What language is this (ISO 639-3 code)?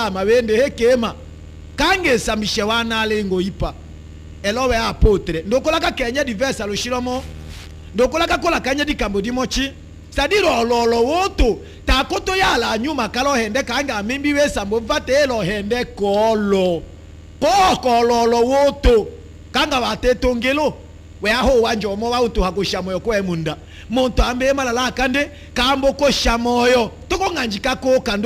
tll